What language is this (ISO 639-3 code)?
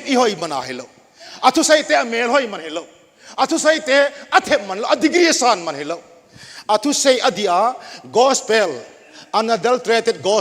tcz